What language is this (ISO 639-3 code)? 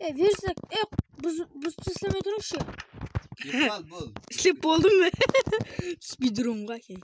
kaa